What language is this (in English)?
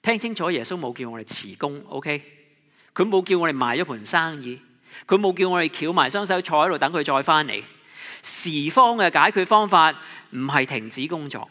Cantonese